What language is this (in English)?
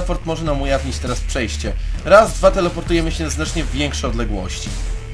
Polish